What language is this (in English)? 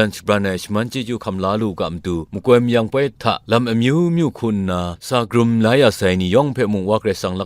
Kachin